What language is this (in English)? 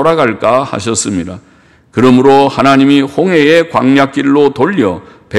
Korean